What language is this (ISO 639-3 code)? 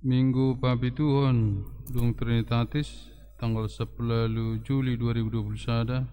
bbc